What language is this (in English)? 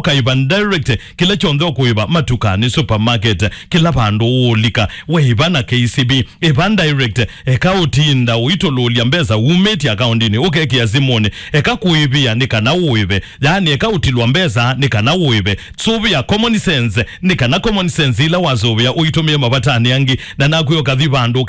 Kamba